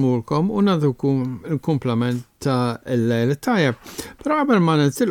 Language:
Maltese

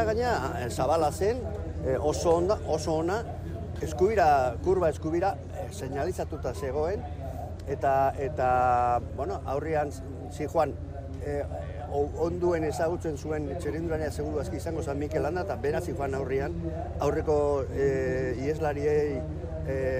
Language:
Basque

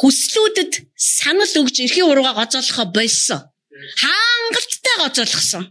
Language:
Mongolian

